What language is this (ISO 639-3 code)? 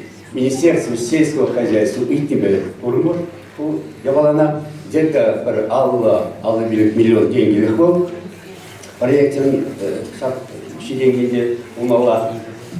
chv